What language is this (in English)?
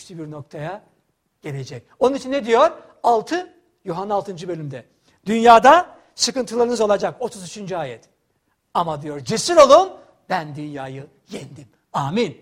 Turkish